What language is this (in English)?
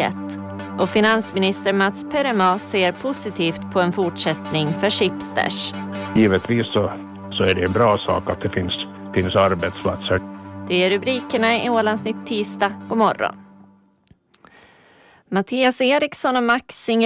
Swedish